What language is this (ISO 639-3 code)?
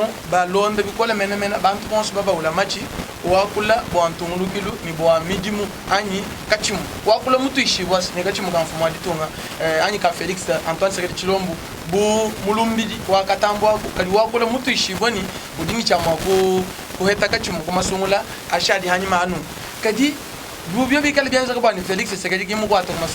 lua